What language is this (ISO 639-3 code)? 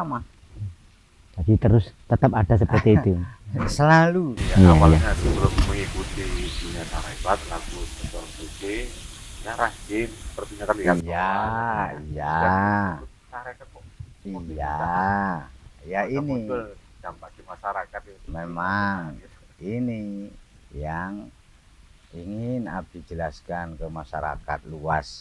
ind